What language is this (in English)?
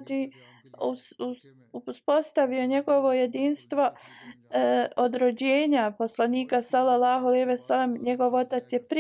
Bosnian